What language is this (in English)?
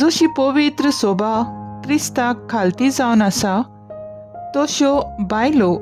Konkani